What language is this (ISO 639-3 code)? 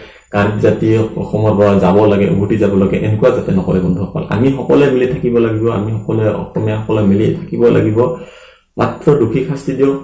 asm